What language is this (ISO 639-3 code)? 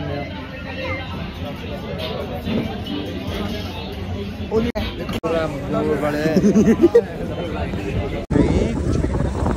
hin